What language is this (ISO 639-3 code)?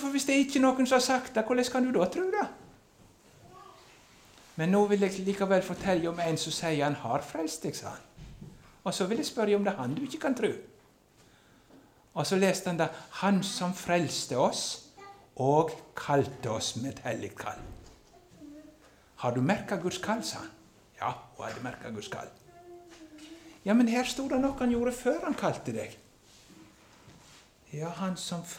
nor